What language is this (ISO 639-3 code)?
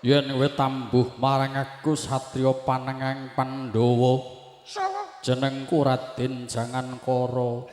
jav